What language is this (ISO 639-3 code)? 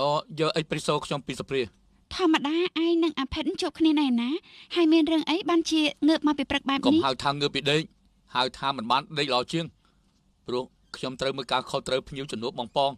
khm